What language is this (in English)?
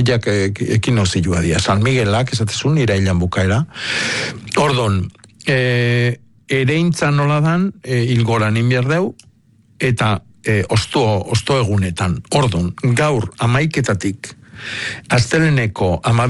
Basque